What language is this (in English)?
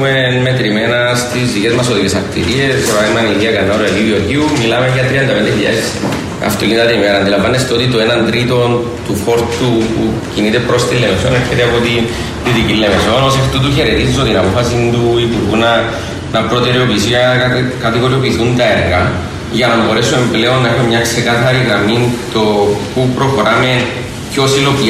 Greek